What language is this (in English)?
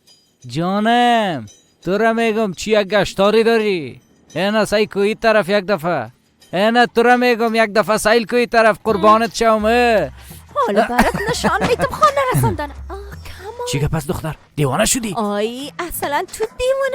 Persian